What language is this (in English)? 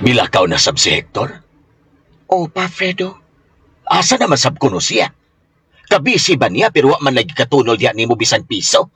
Cebuano